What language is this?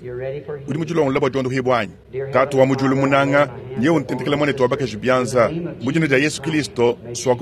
Luba-Lulua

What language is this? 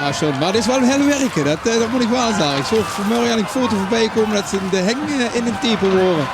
Limburgish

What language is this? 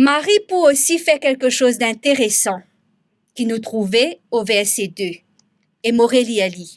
Morisyen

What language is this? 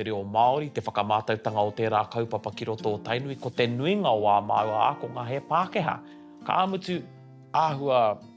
Māori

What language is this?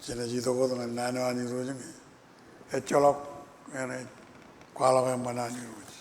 Marshallese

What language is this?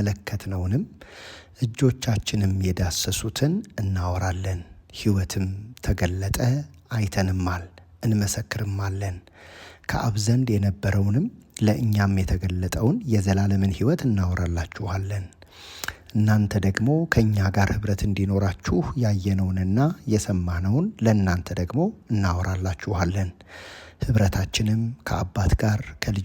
Amharic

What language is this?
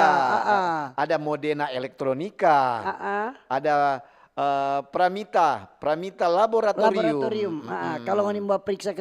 Manado Malay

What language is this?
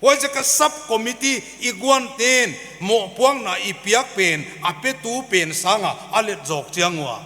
Paite Chin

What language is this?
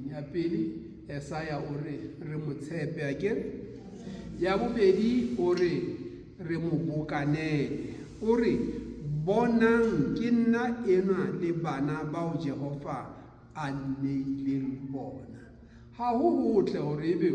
Southern Sotho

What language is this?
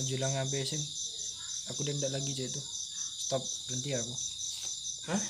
Musi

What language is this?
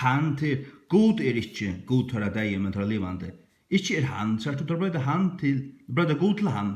Faroese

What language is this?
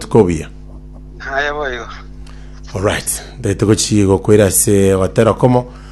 Gusii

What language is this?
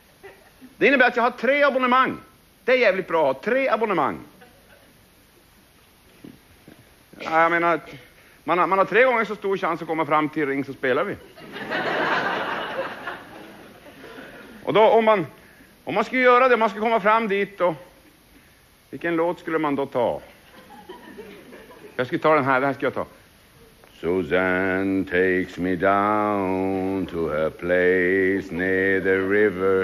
Swedish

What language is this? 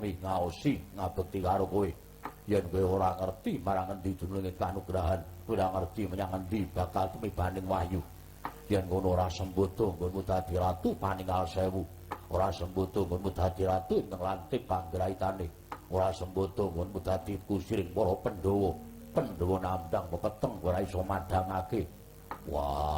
Javanese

